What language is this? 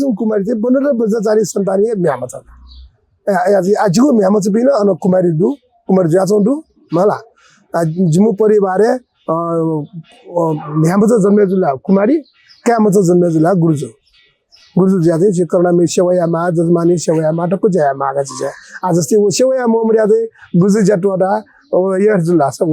Newari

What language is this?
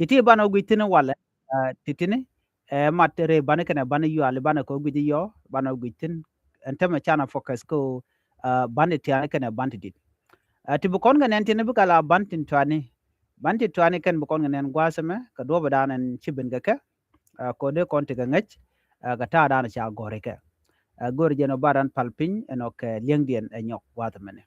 Nuer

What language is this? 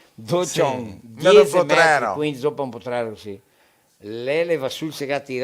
Venetian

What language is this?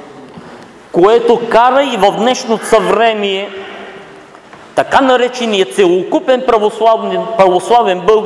Bulgarian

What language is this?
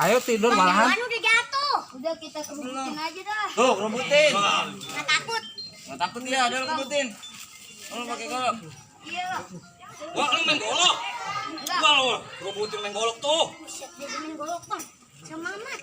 Betawi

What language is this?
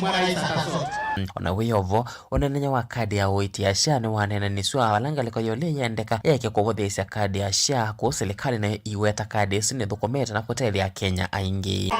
Kamba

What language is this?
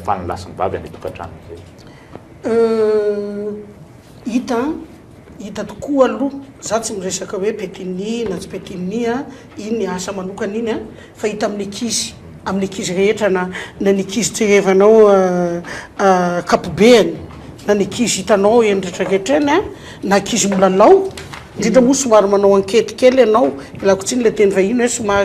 Malagasy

